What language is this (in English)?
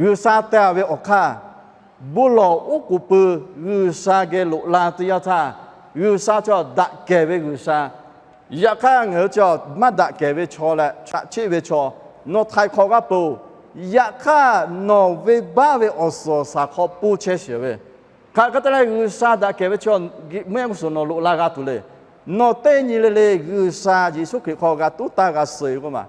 Lahu